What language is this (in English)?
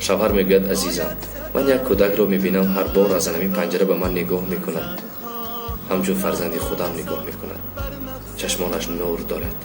Tajik